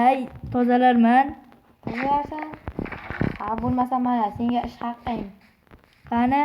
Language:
Uzbek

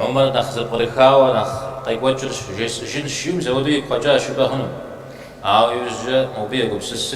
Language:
Kabardian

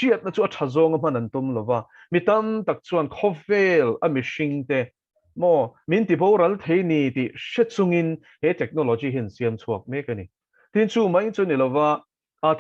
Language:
Mizo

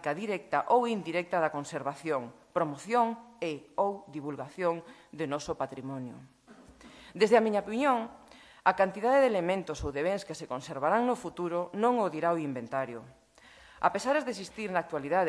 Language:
Galician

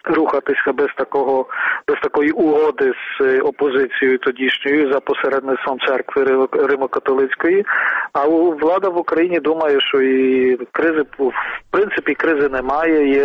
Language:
Ukrainian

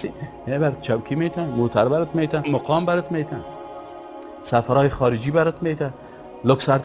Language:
Persian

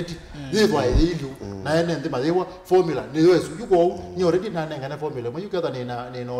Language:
Kamba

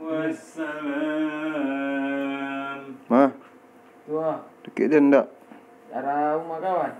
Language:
Minangkabau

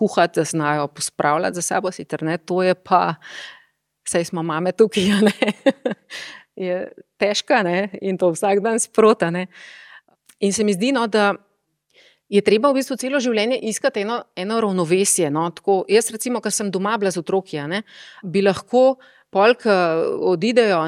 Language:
Slovenian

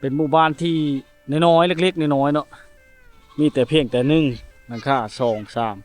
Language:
Lao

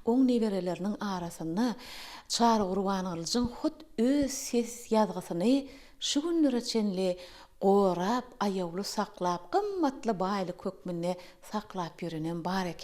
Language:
Turkmen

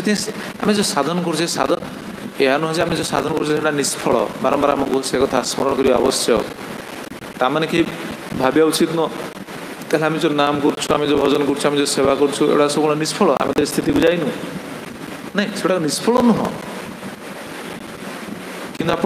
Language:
Odia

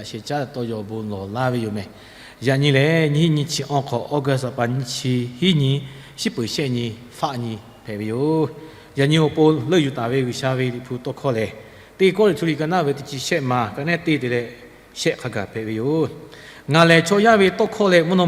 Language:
Lahu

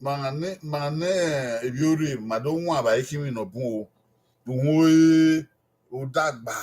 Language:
Bini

